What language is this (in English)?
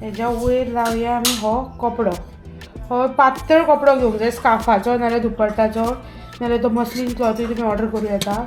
Konkani